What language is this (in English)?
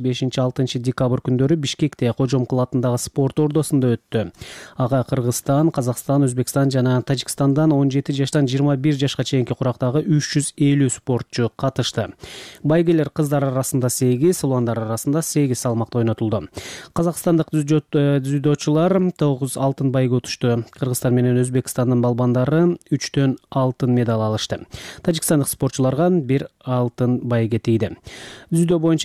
Kyrgyz